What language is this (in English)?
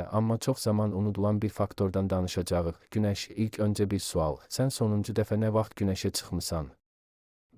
Azerbaijani